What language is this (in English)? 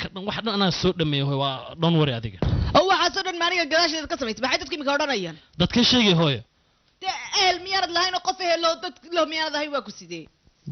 Somali